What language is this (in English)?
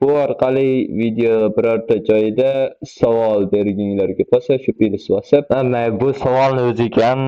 Uzbek